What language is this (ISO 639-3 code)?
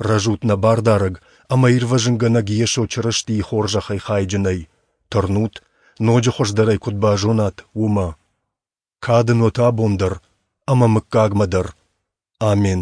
oss